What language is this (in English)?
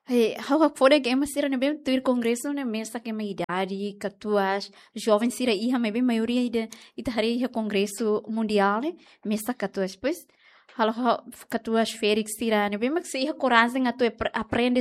Tetum